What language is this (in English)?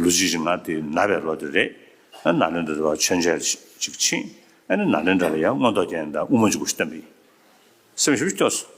Tibetan